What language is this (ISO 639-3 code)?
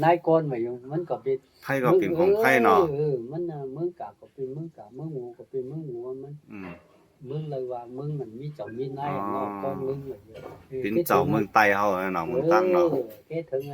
shn